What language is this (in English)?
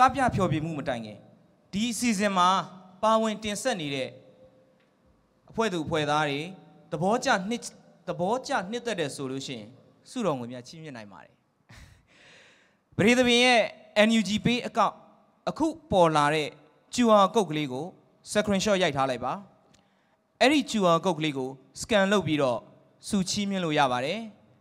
Burmese